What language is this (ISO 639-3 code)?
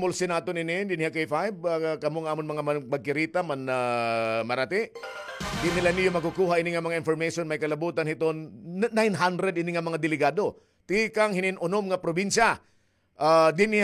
war